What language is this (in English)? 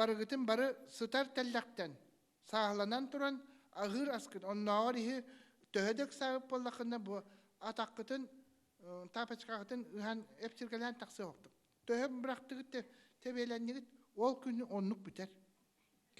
Yakut